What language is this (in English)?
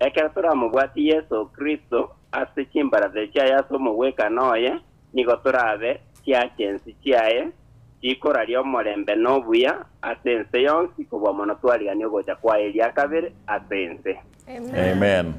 Gusii